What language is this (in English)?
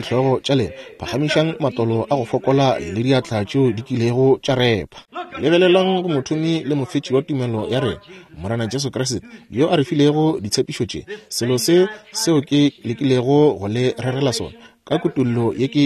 Northern Sotho